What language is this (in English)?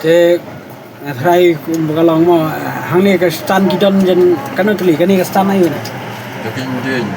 Khasi